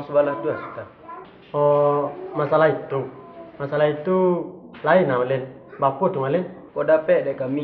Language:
Minangkabau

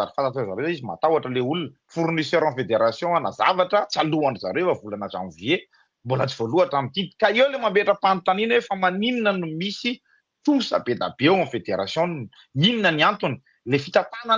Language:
Malagasy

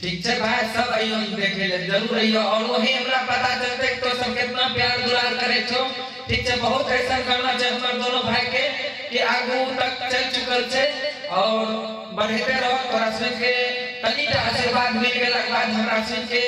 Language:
Maithili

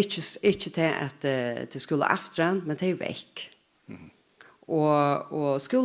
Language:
Faroese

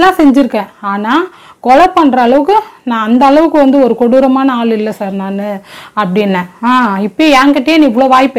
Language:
Tamil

